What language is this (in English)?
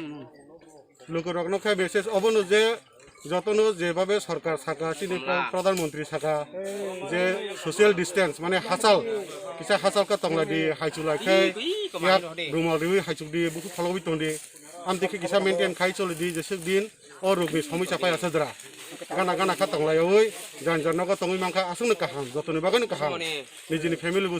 Kok Borok